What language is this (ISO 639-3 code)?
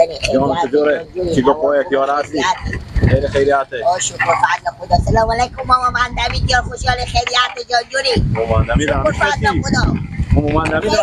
fas